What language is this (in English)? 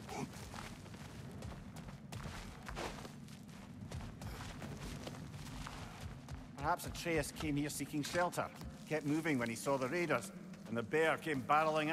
English